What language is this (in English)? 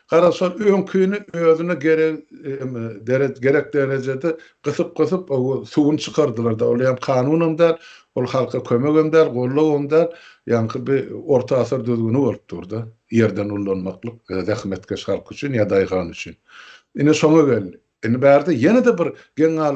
Turkmen